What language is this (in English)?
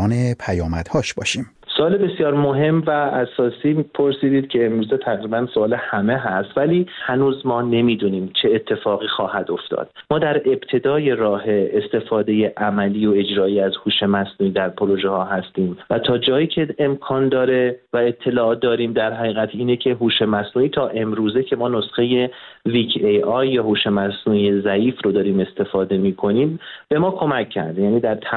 Persian